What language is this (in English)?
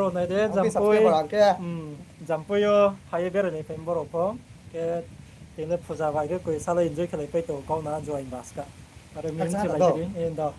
Riang (India)